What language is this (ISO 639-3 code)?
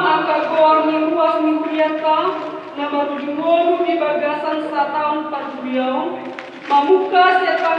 bbc